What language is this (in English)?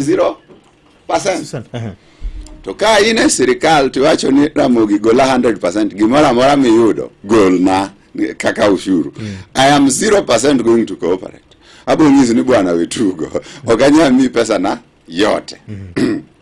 Luo (Kenya and Tanzania)